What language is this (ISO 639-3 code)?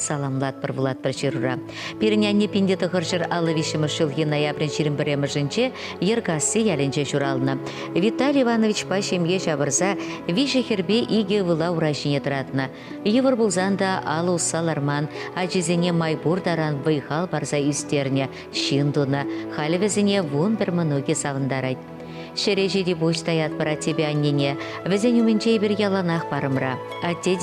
chv